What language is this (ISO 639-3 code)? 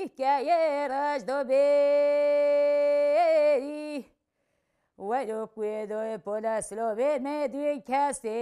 kur